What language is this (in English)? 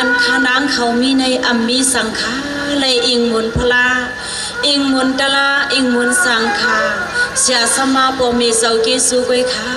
Shan